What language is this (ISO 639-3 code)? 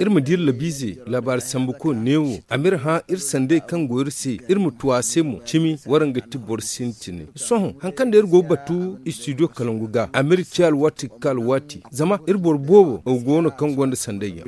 dje